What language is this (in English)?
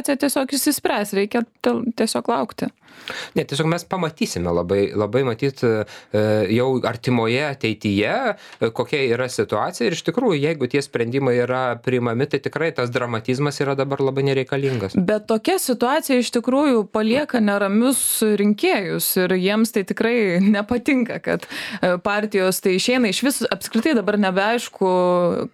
Lithuanian